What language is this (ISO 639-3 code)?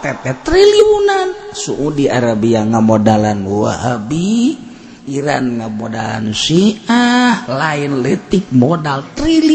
sun